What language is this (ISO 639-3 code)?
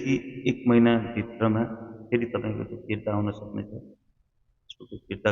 nep